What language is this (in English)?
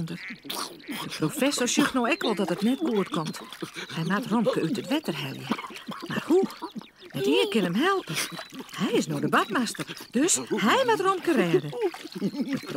Western Frisian